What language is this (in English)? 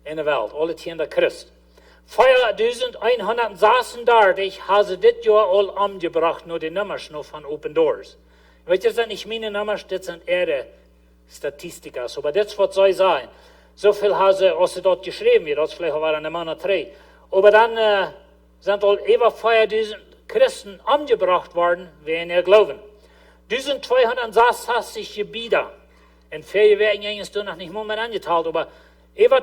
Plautdietsch